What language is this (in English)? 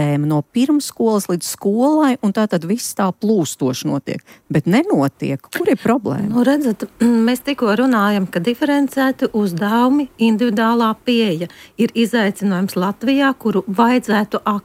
Latvian